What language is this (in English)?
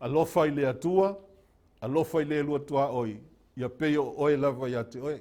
Samoan